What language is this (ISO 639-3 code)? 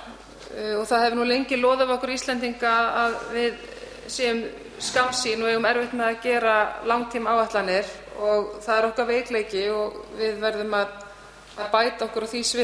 isl